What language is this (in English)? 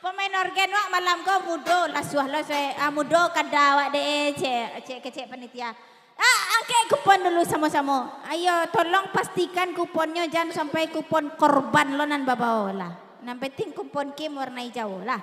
Minangkabau